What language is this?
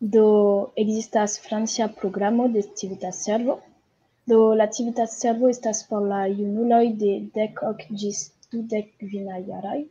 Esperanto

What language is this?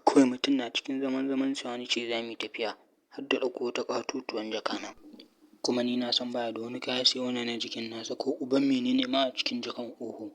Hausa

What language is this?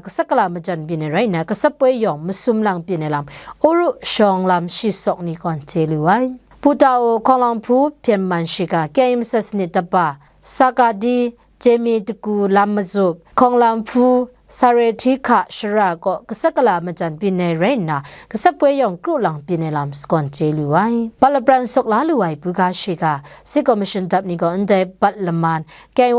Kachin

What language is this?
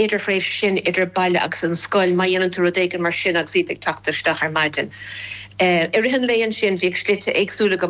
Irish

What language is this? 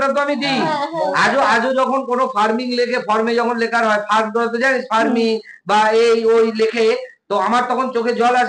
Bangla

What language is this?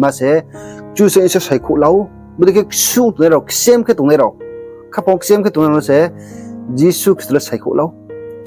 Riang (India)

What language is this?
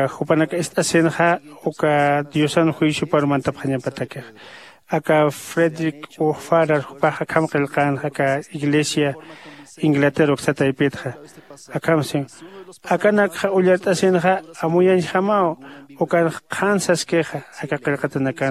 Aymara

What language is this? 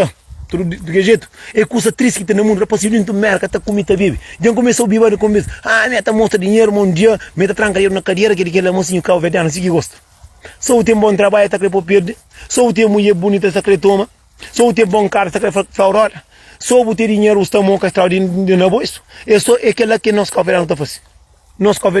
Kabuverdianu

